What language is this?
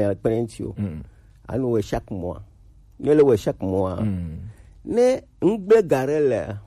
Gen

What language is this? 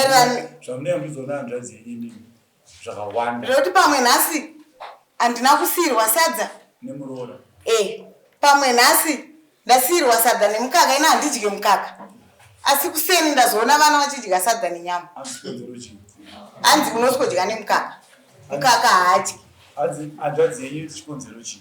Shona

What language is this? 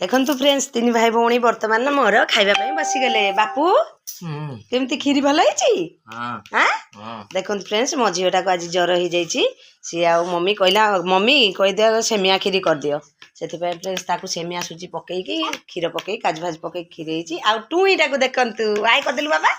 Odia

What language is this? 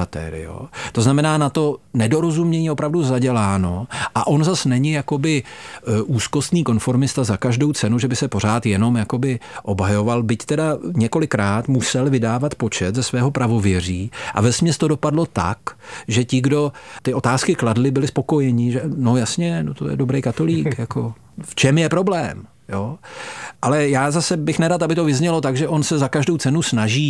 Czech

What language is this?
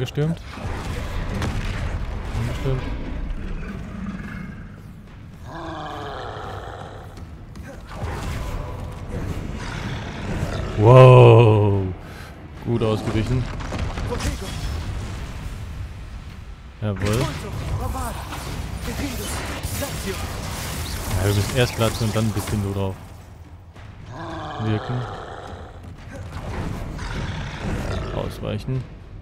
German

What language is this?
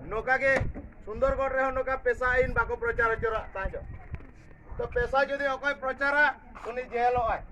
Santali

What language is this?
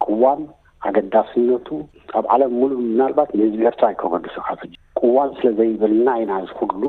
Tigrinya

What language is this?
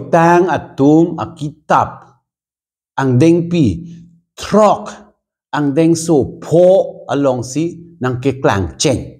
Karbi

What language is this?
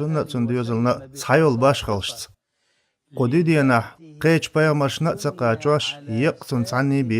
Chechen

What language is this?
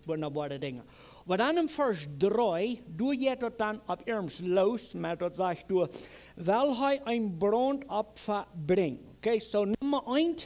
Plautdietsch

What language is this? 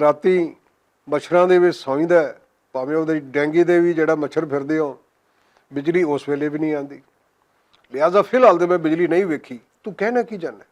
Western Panjabi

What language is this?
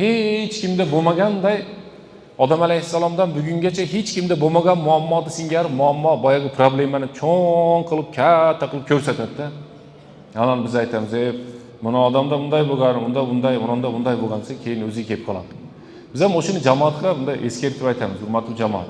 Uzbek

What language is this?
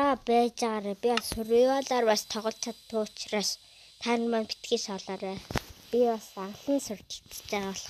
Mongolian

